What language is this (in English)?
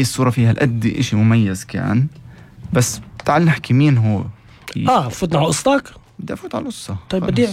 North Levantine Arabic